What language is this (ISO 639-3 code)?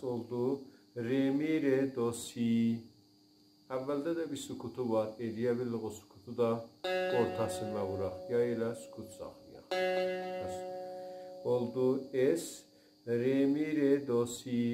azb